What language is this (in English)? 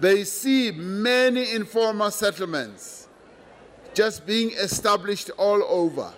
English